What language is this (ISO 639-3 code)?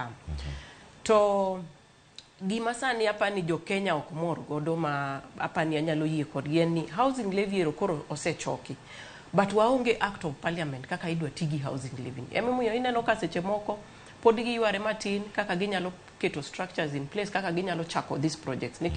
luo